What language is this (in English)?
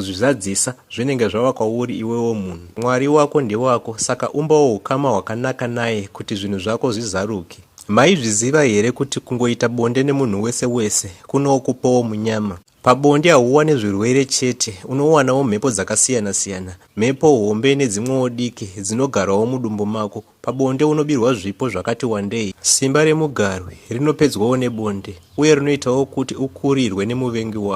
Shona